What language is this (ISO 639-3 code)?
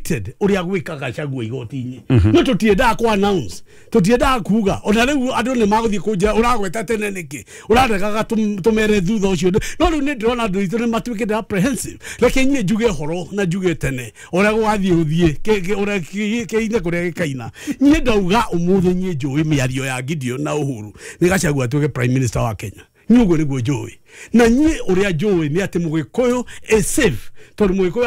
kik